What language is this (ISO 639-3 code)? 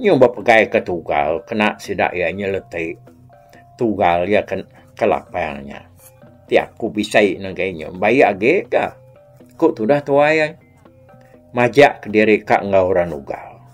iba